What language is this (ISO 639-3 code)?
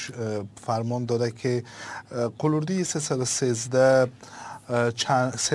fas